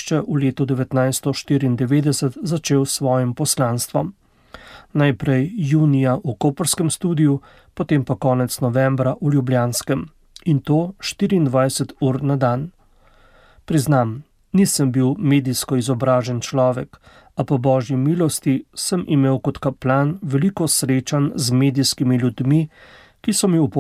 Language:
Slovenian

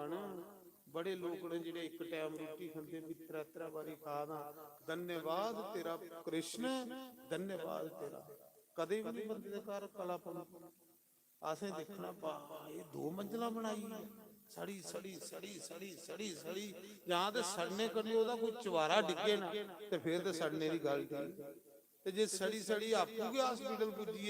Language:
Dogri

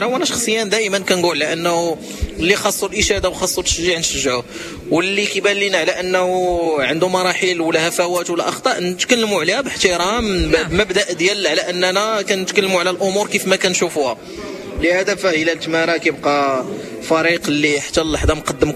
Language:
Moroccan Arabic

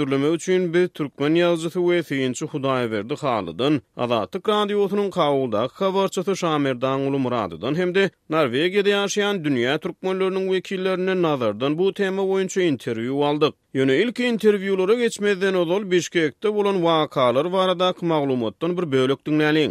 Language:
Turkmen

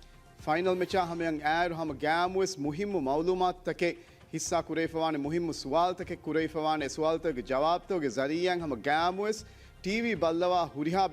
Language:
Divehi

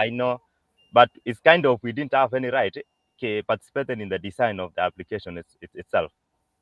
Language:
Kalenjin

